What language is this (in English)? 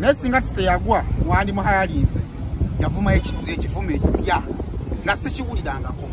Ganda